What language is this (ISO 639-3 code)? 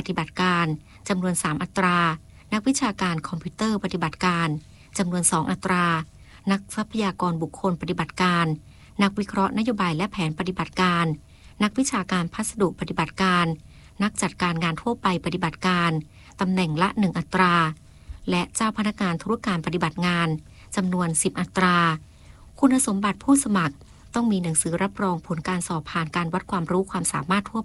tha